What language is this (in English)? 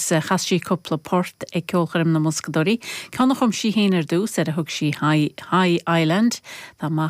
Irish